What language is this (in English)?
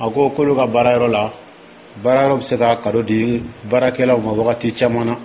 Dyula